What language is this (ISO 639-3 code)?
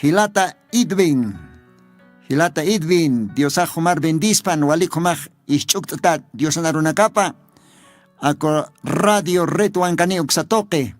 aym